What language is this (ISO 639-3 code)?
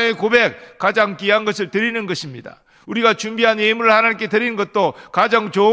kor